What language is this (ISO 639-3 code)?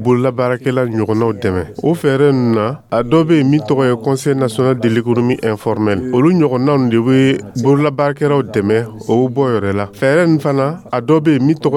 dyu